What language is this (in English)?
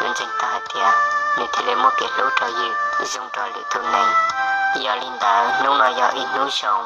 Hmong